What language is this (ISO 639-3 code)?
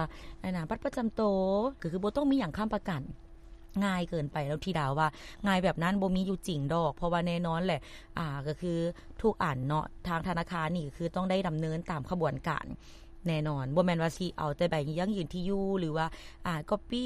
lao